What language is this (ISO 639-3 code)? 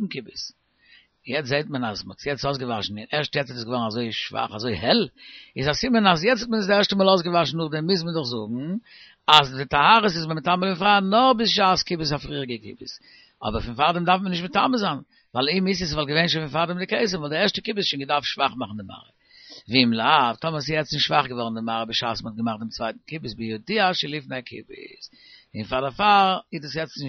yid